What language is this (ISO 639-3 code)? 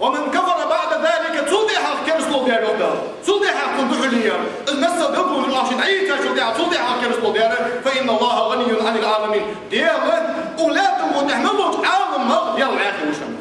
inh